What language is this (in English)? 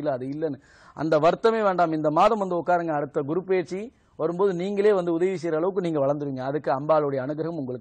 Tamil